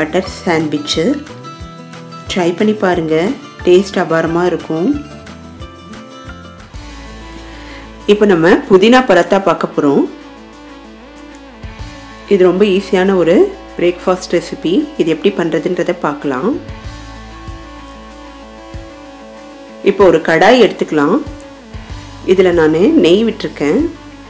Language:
Tamil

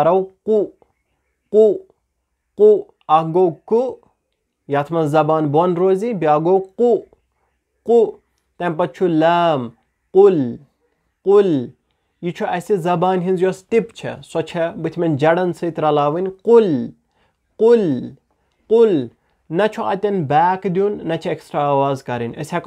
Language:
Kashmiri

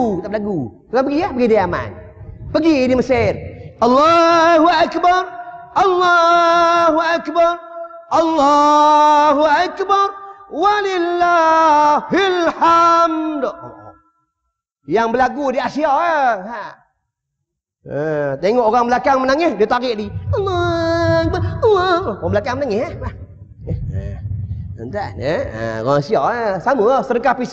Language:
Malay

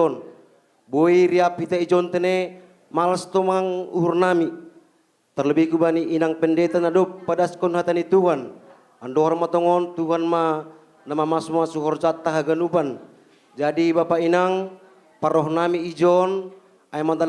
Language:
Batak Simalungun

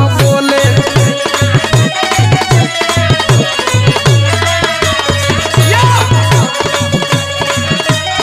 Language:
Bhojpuri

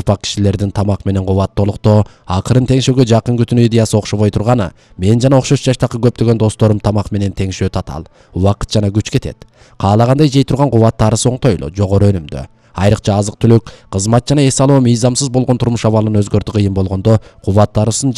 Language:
Kyrgyz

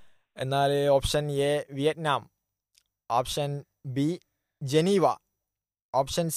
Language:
Malayalam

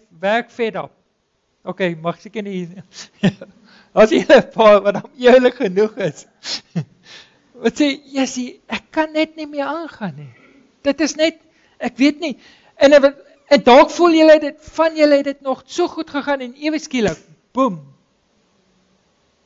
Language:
Afrikaans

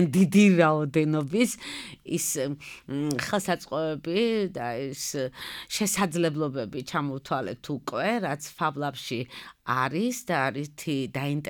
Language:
Georgian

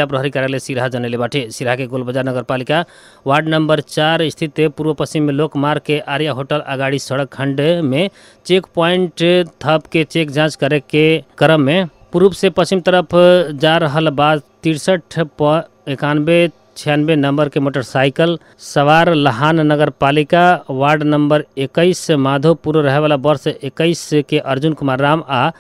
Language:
Bhojpuri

